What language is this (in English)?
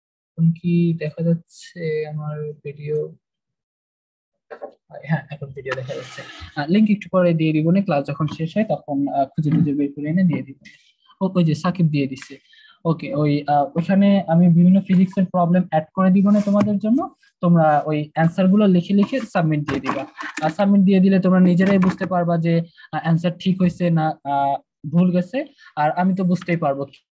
Bangla